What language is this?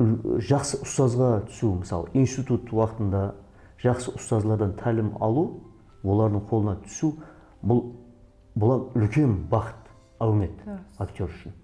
Kara-Kalpak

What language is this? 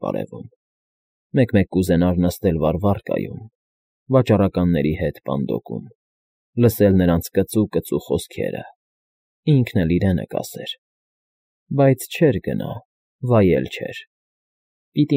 Armenian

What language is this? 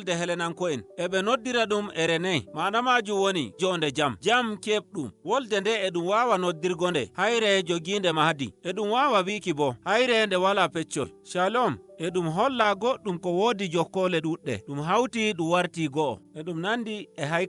Nigerian Fulfulde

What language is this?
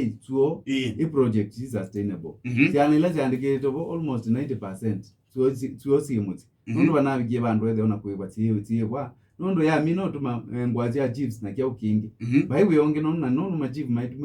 Kamba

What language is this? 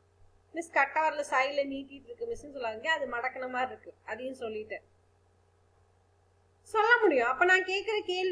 Tamil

